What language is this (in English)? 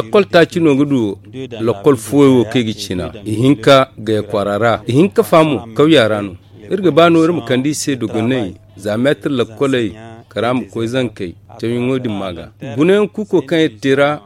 Zarma